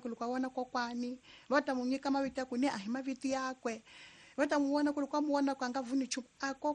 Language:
Tsonga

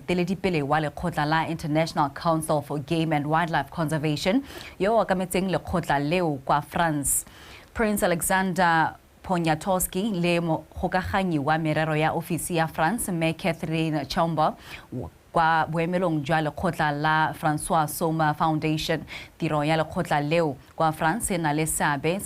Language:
Tswana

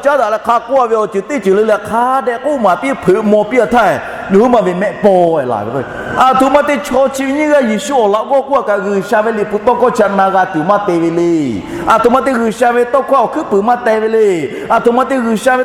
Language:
Lahu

